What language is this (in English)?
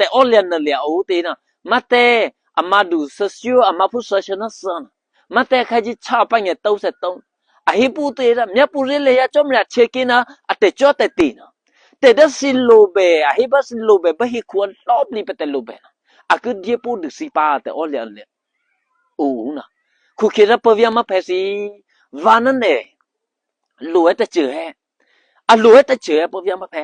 Eastern Kayah